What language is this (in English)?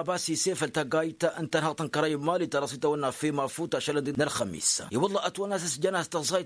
Tamasheq